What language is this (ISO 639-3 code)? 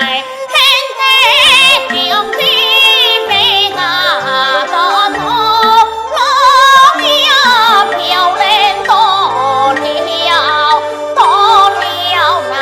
cpx